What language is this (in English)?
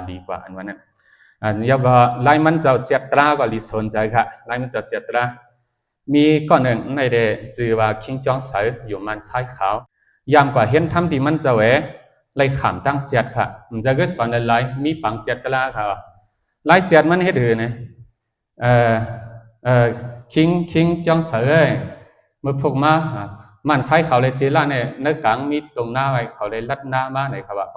Shan